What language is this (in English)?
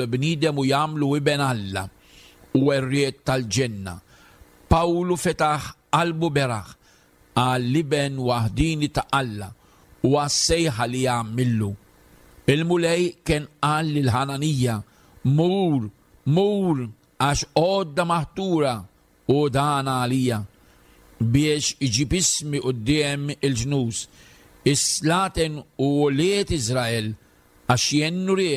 Maltese